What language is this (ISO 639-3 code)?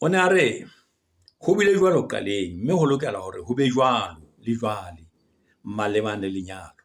sot